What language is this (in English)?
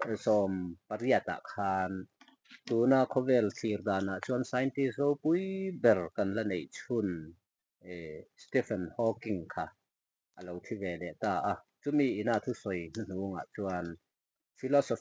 Mizo